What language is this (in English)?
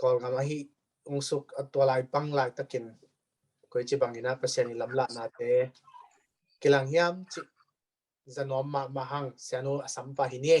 Tedim Chin